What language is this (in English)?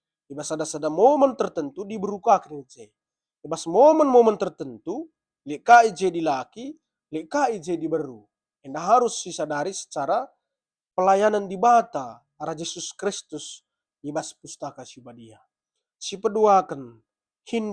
Batak Karo